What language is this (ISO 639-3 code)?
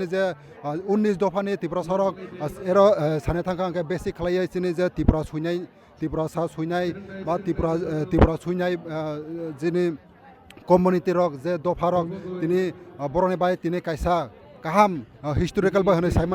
trp